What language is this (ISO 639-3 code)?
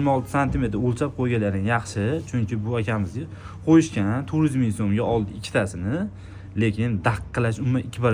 uzb